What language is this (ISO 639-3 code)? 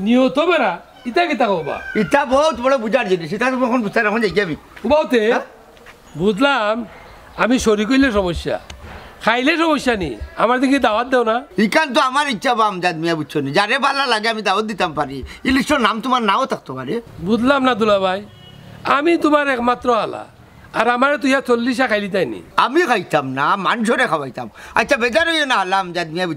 syl